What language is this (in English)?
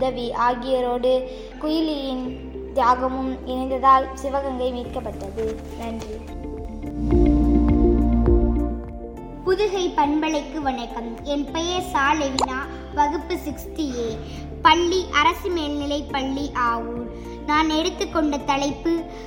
Tamil